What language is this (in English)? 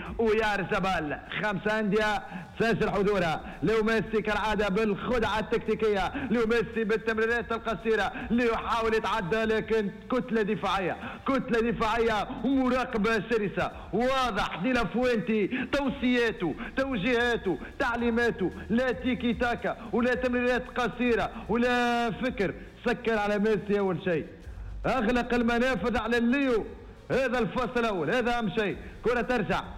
Tunisian Arabic